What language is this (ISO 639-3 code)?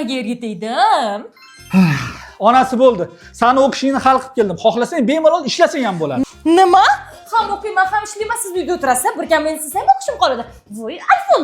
uzb